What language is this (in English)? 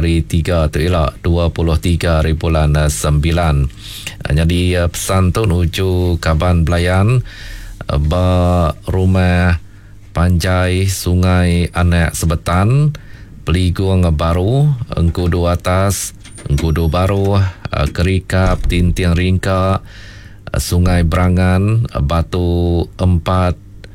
Iban